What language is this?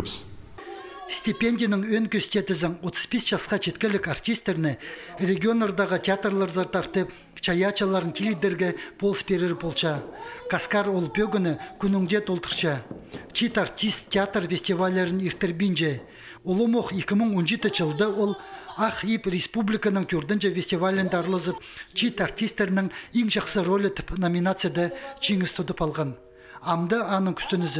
Khakas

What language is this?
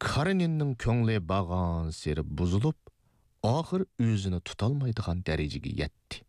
Uyghur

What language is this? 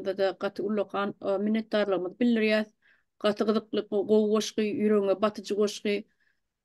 Turkmen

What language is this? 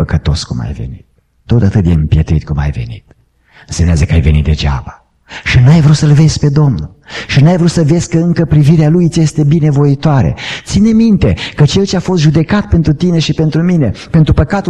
Romanian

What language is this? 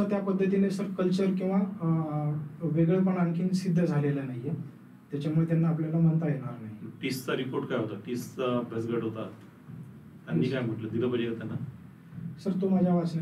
Marathi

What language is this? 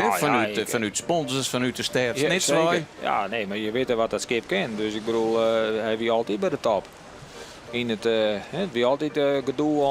Western Frisian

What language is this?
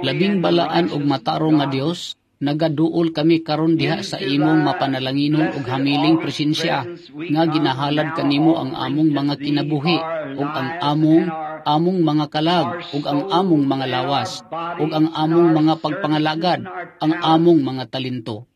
Cebuano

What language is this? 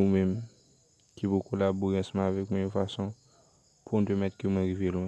Haitian Creole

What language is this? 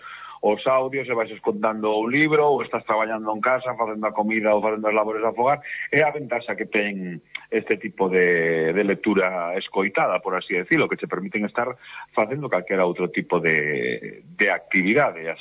Galician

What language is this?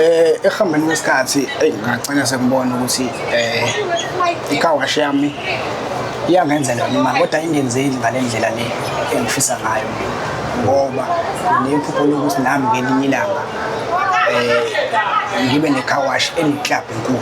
Zulu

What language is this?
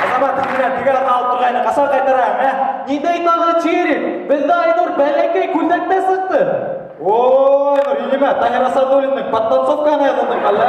Bashkir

